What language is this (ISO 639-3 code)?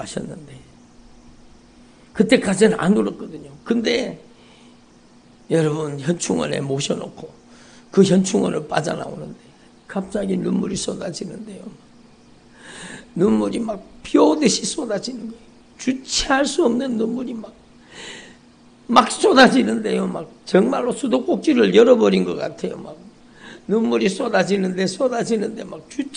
kor